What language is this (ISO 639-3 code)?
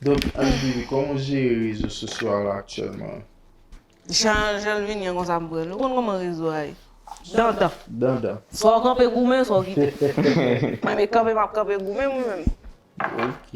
hat